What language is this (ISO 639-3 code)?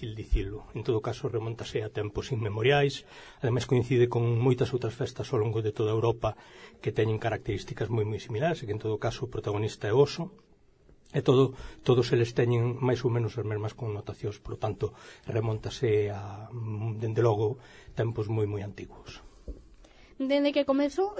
glg